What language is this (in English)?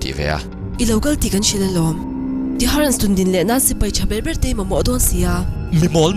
Mizo